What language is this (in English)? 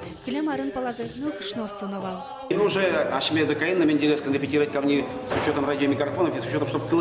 Udmurt